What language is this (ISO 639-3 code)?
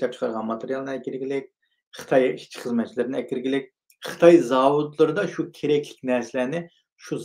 uig